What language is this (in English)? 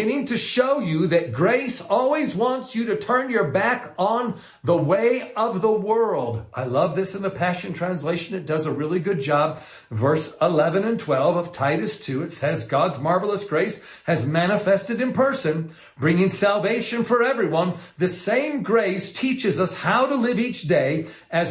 English